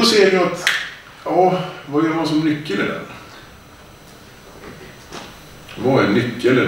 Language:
Swedish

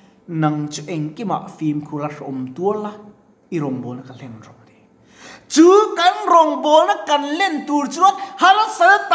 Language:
Mizo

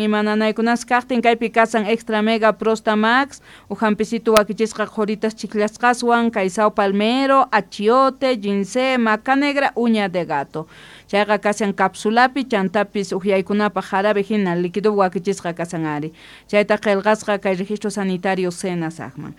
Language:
South Bolivian Quechua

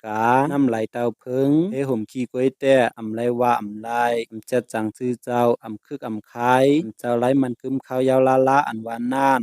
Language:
Shan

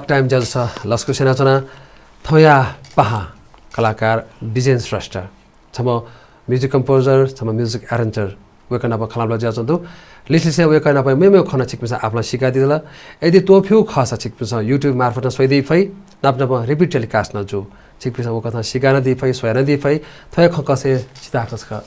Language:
Newari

